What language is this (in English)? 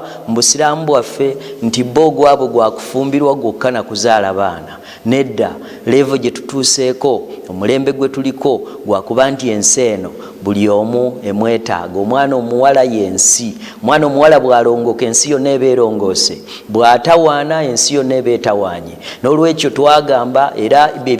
Ganda